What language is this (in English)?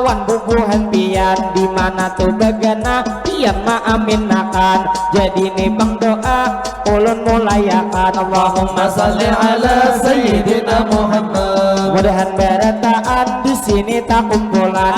Banjar